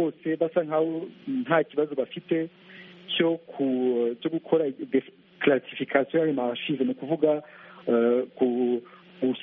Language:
Kinyarwanda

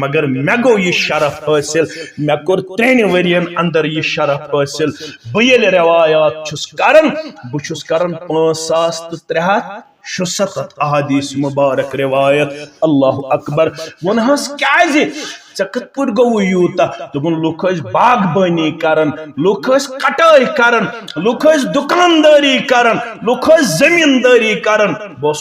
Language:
Kashmiri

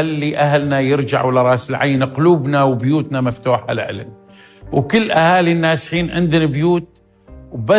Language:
North Levantine Arabic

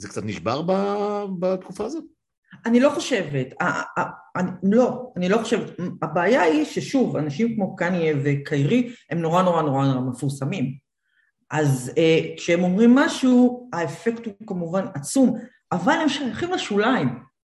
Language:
Hebrew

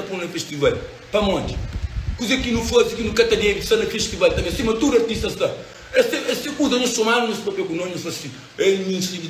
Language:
Kabuverdianu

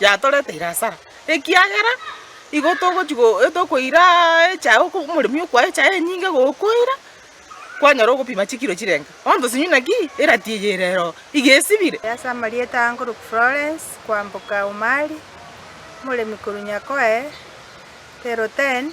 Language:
Gusii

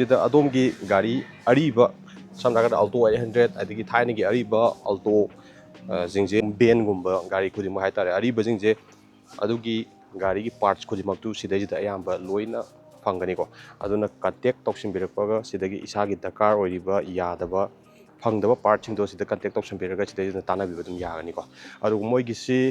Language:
Manipuri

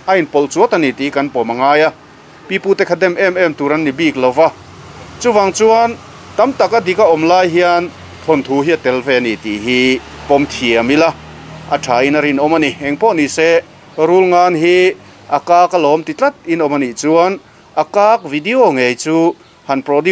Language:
Mizo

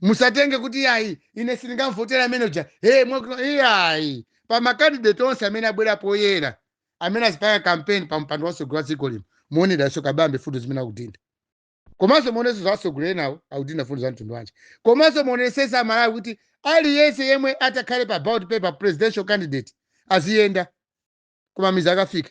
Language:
Nyanja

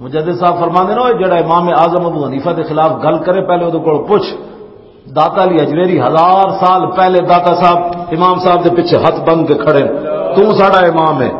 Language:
Western Panjabi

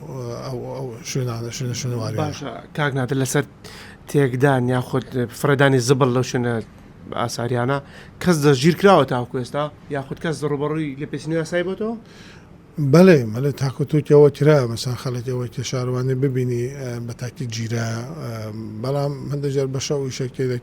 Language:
Central Kurdish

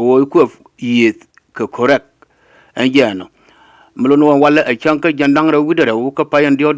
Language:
Nuer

